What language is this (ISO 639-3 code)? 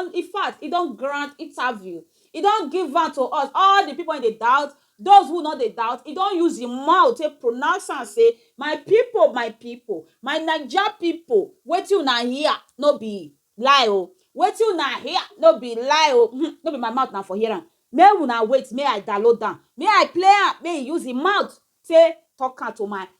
pcm